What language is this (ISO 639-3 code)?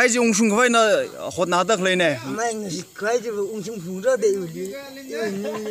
nmf